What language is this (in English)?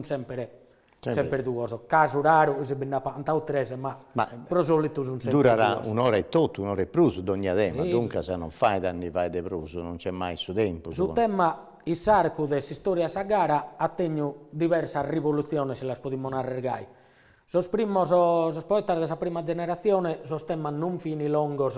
Sardinian